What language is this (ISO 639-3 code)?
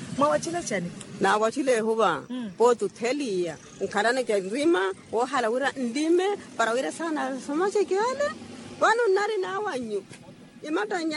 vmw